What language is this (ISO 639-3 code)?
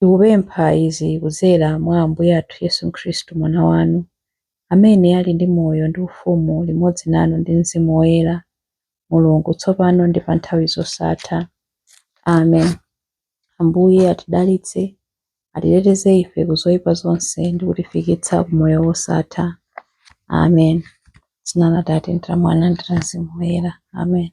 nya